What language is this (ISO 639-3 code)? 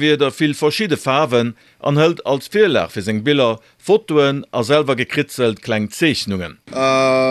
ltz